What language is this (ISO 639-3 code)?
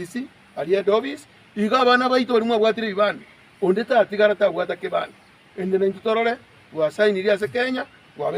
guz